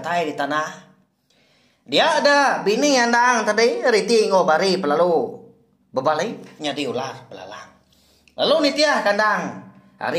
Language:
Iban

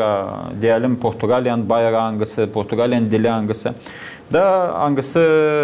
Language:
Gagauz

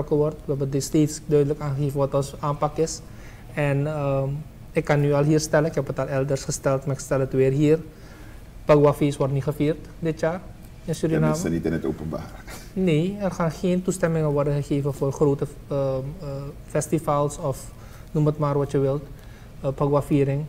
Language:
Dutch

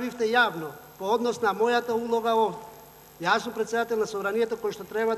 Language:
Macedonian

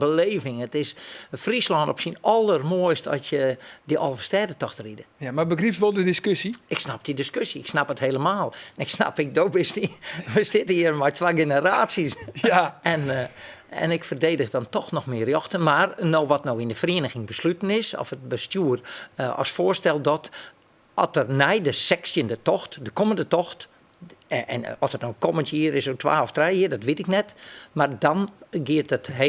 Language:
Western Frisian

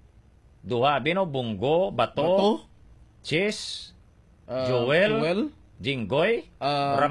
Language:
Hiligaynon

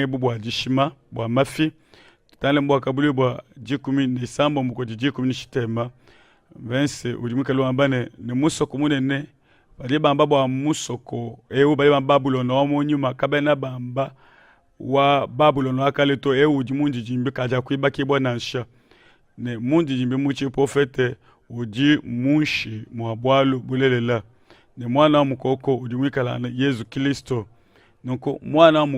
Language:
Luba-Lulua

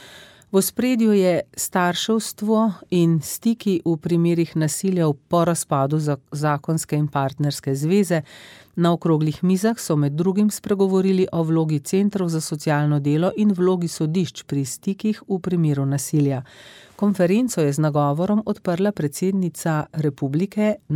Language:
Slovenian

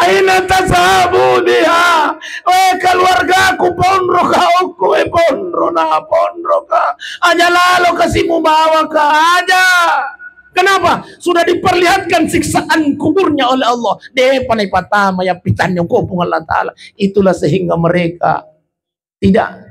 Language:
Buginese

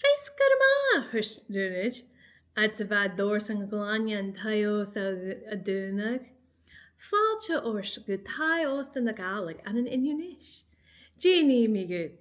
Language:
Scottish Gaelic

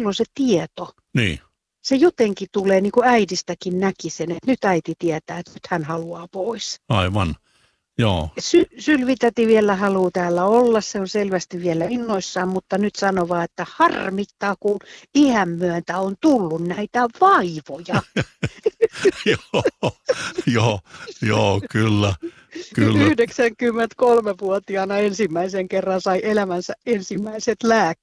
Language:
Finnish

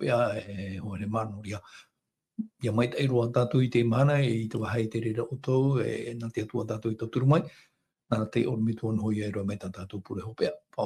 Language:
Tahitian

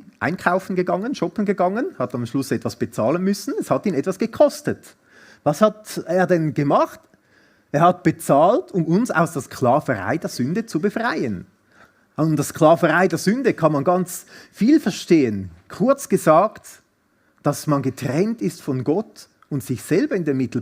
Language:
Swiss German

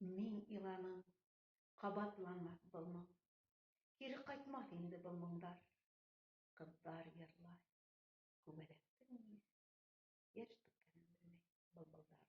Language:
Bashkir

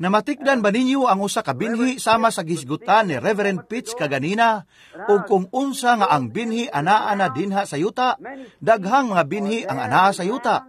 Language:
Cebuano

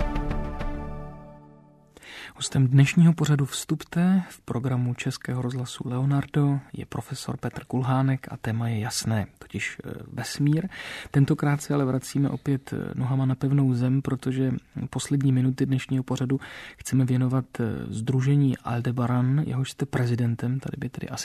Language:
Czech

